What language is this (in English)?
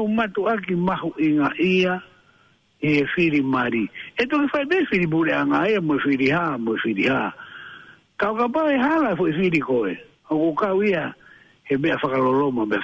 Tongan